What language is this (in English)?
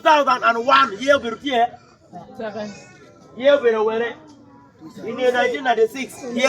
Acoli